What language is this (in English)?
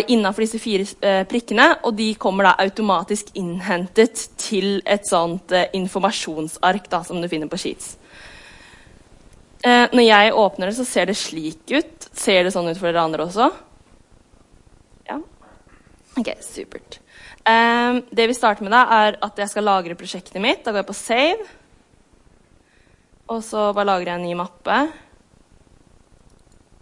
Norwegian